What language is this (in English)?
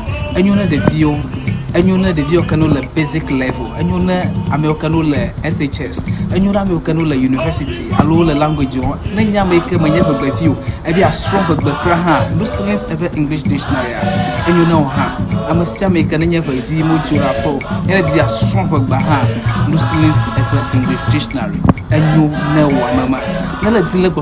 Ewe